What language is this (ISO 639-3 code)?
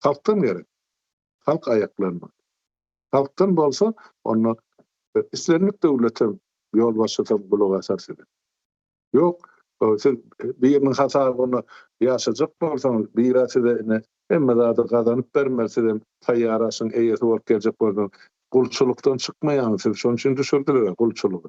tuk